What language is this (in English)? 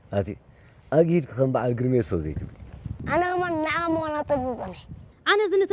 Tigrinya